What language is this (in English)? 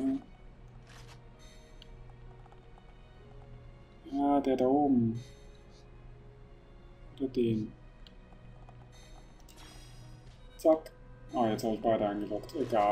German